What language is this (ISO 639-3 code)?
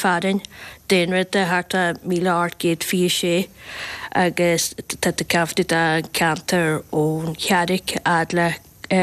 gle